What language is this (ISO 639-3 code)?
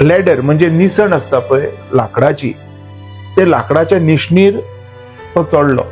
kok